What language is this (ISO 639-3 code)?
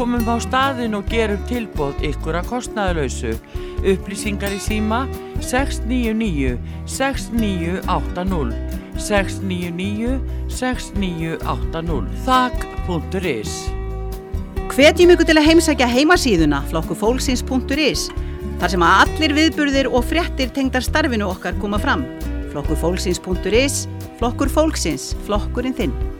isl